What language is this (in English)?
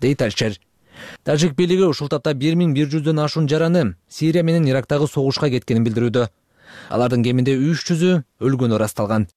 Kyrgyz